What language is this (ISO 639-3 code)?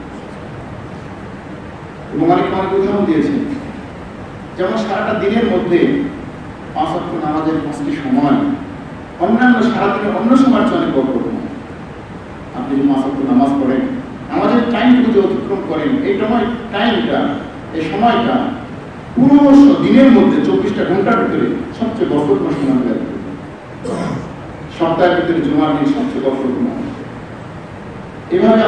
ben